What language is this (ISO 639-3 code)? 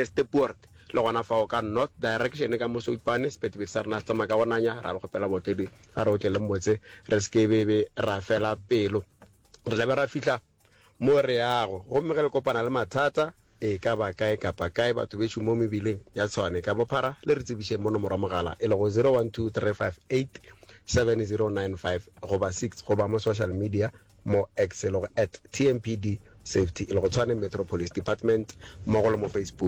nso